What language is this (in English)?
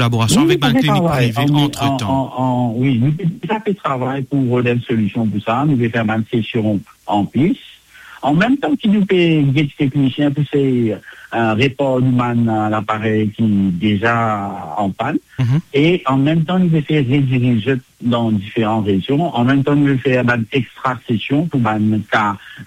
Morisyen